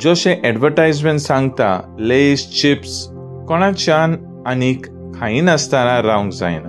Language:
Konkani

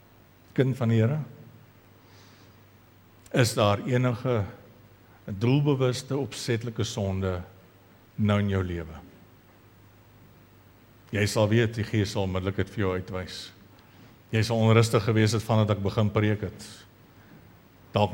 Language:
Afrikaans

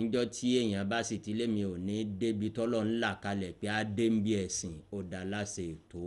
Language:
Yoruba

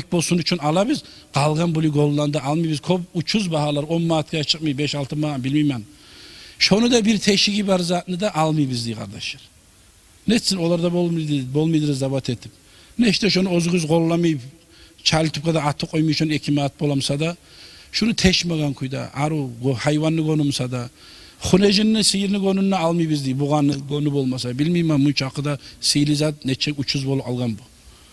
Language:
Kumyk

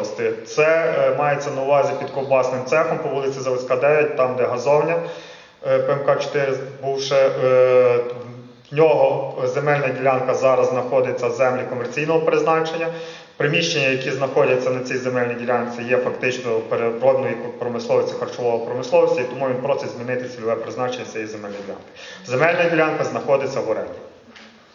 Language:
Ukrainian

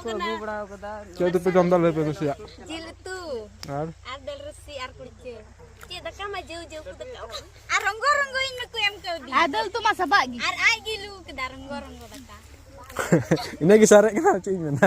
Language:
Santali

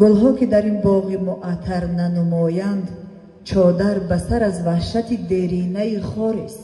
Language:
Tajik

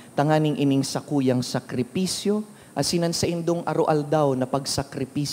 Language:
Bikol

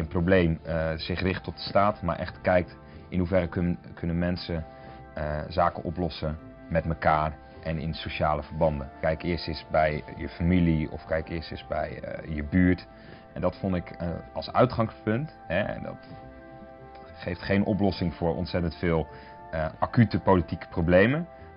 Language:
Dutch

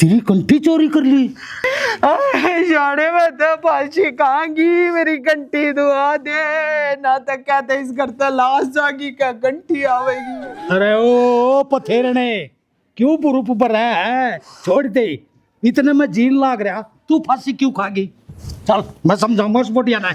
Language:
Haryanvi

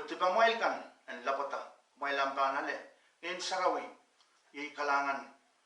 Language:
Pohnpeian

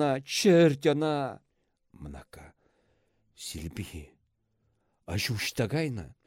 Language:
Chuvash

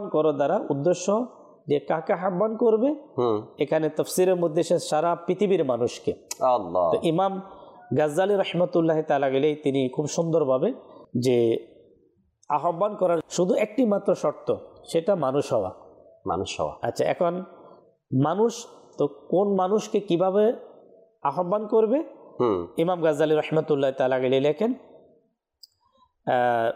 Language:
Bangla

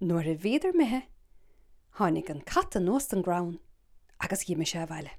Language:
Irish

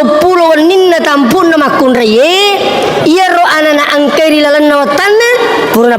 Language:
Buginese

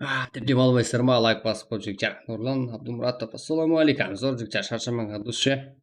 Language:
Kara-Kalpak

